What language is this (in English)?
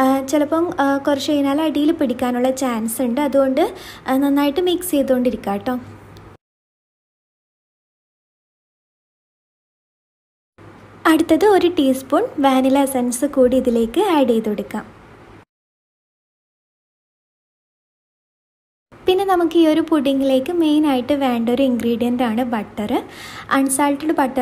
Malayalam